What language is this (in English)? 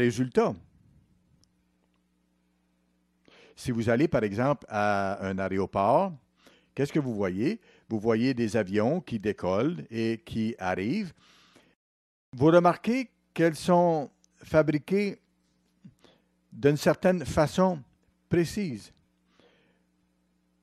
French